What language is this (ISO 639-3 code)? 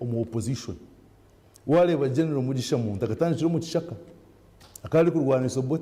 nyn